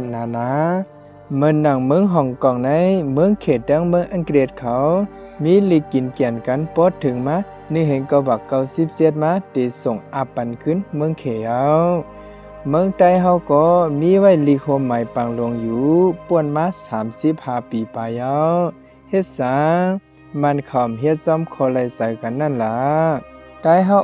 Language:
Shan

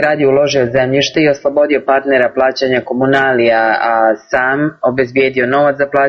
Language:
Serbian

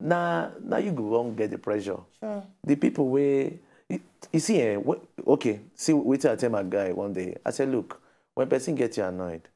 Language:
Nigerian Pidgin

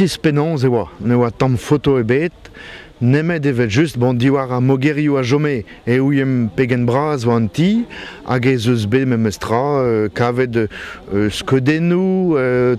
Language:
Breton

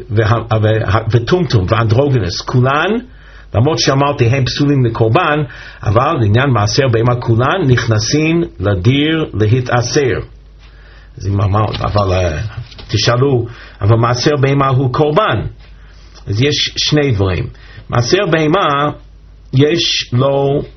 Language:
Hebrew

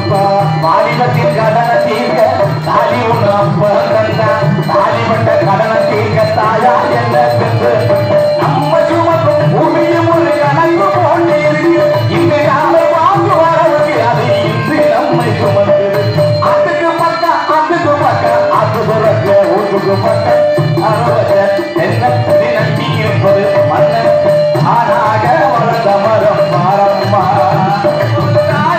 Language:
Tamil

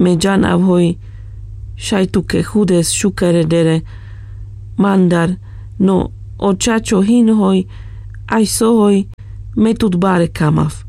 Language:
Carpathian Romani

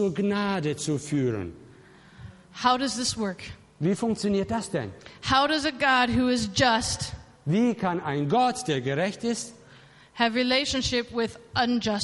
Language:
German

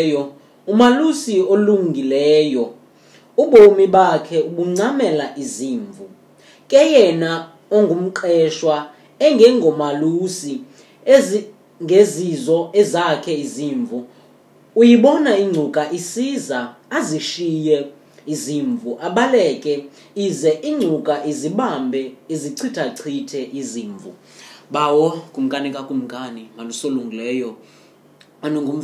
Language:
Xhosa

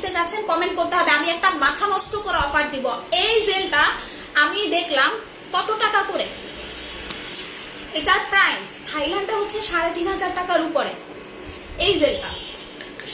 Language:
Bangla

